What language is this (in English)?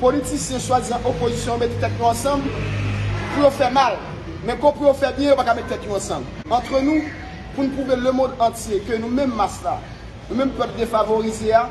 Haitian Creole